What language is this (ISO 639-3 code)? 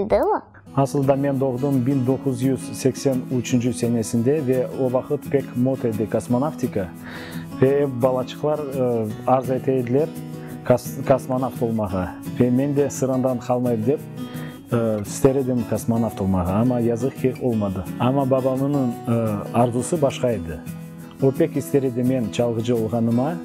crh